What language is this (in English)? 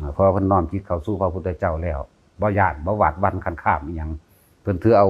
Northeastern Thai